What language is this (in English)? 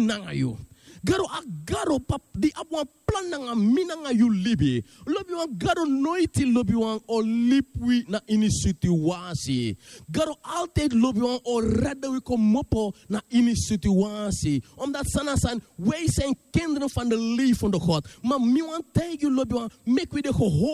Sranan Tongo